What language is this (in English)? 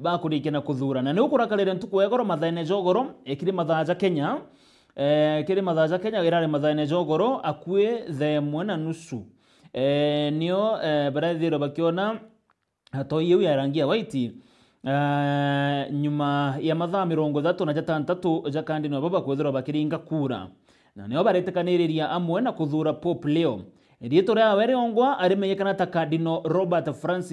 Meru